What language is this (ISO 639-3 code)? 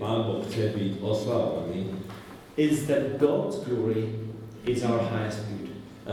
slk